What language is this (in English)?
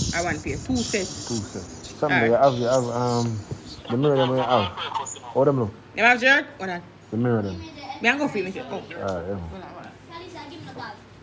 Jamaican Creole English